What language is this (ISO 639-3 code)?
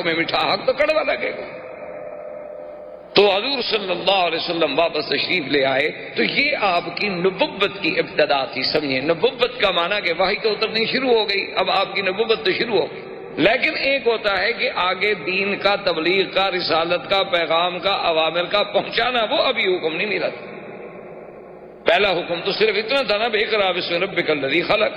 urd